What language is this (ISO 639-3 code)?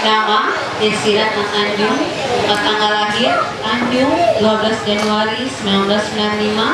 mhy